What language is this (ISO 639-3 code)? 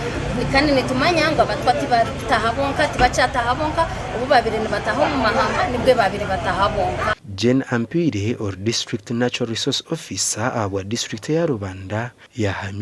nyn